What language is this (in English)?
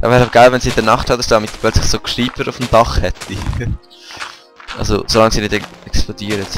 Swiss German